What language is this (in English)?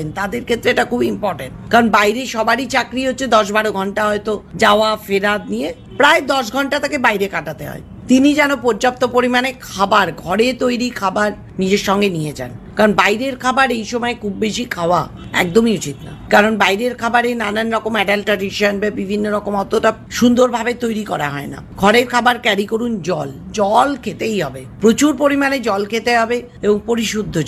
Bangla